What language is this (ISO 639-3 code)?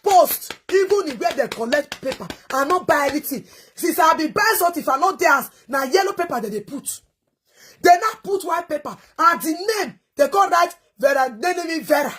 pcm